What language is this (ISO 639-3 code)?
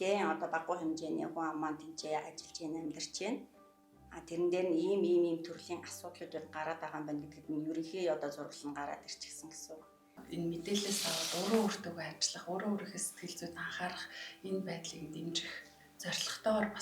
mon